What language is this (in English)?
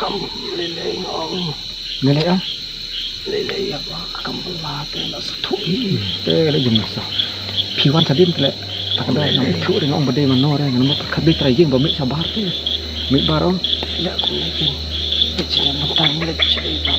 Khasi